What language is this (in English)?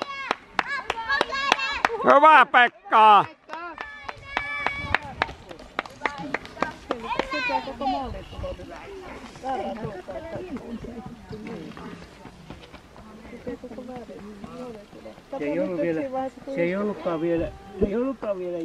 Finnish